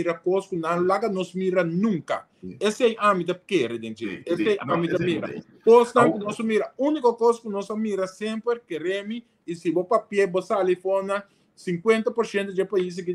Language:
Papiamento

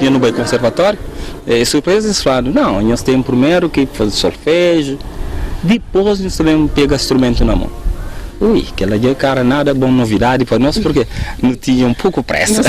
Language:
Kabuverdianu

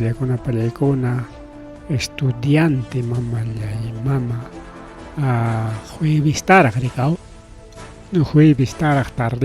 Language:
Ayacucho Quechua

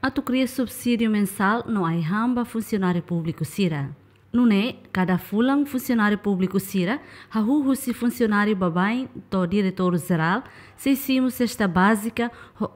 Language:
Tetum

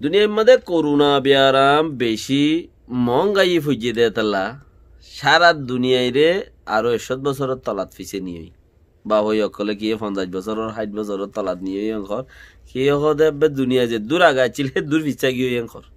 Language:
Rohingya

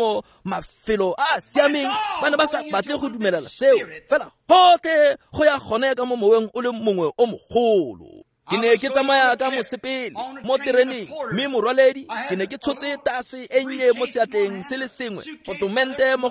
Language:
Tswana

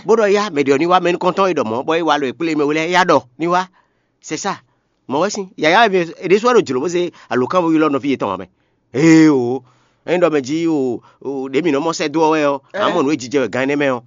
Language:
Fon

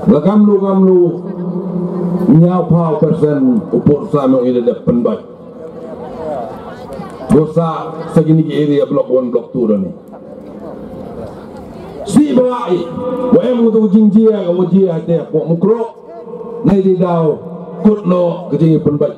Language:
Malay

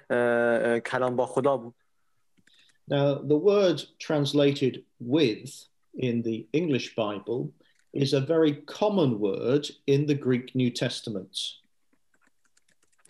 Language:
Persian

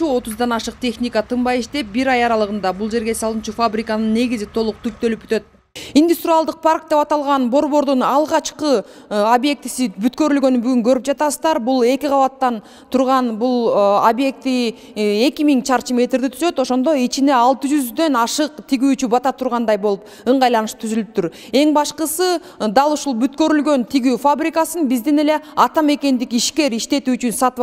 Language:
Kyrgyz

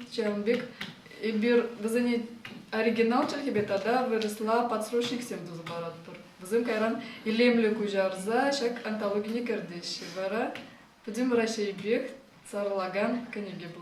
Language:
Chuvash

